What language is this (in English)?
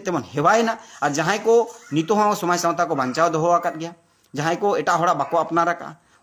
Santali